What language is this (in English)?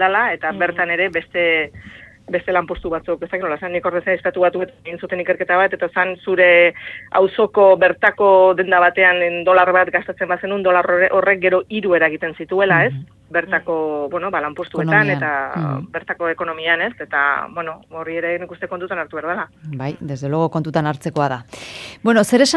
Basque